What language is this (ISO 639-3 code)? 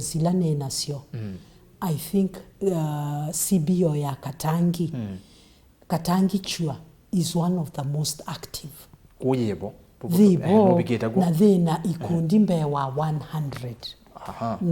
kam